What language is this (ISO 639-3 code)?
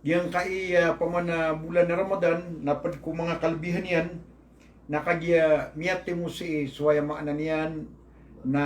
mrw